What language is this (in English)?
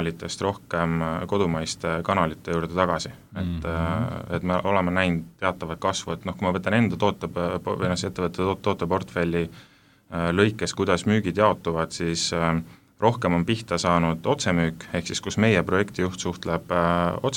Estonian